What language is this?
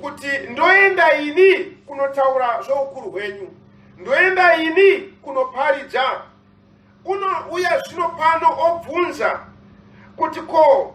Shona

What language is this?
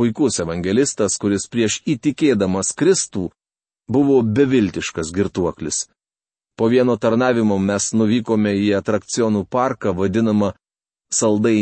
Lithuanian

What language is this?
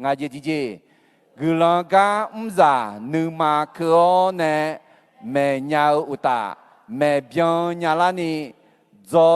Akha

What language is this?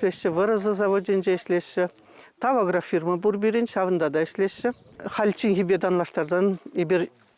Chuvash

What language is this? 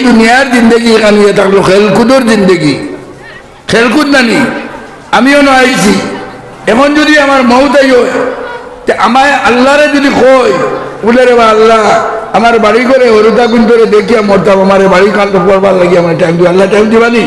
Sylheti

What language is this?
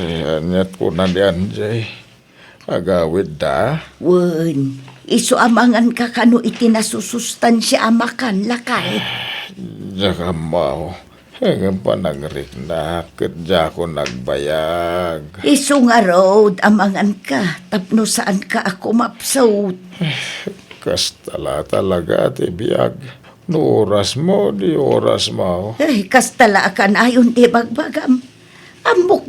Iloko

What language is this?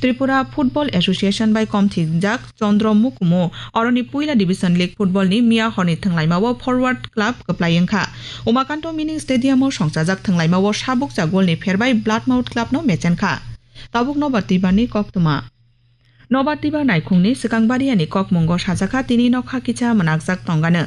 Kok Borok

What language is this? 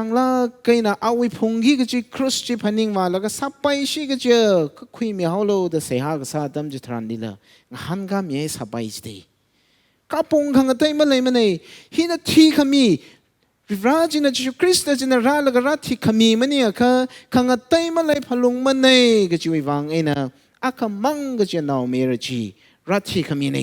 Tangkhul Naga (India)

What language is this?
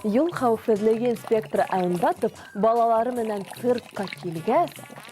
Bashkir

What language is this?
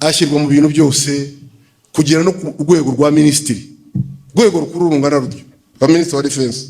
Kinyarwanda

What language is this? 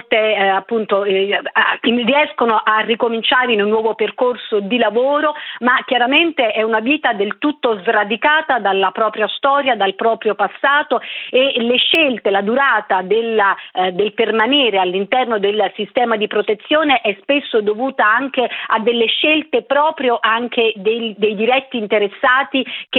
Italian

